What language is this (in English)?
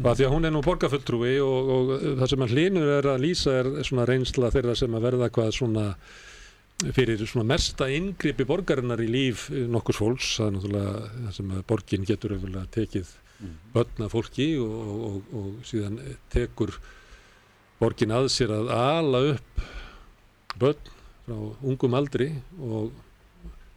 Icelandic